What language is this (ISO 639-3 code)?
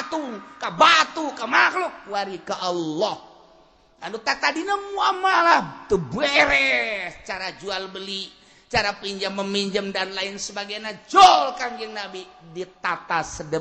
sun